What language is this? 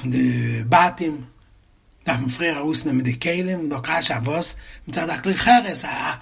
Yiddish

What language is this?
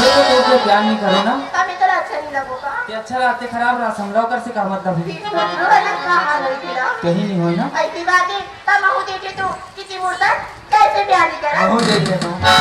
Chhattisgarhi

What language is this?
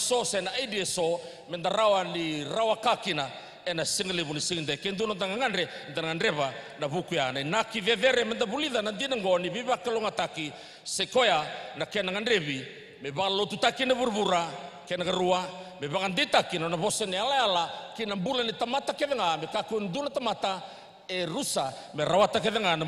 Fijian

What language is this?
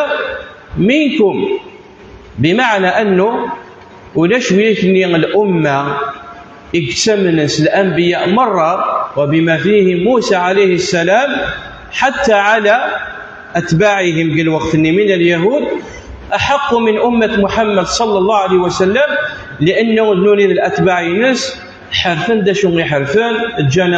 Kabyle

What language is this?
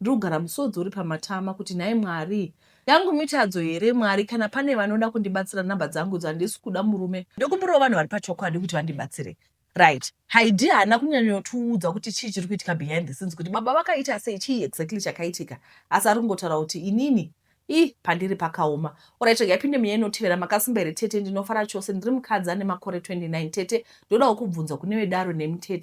Shona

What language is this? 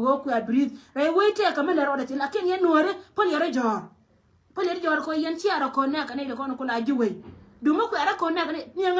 Nuer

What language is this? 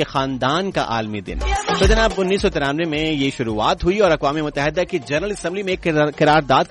Urdu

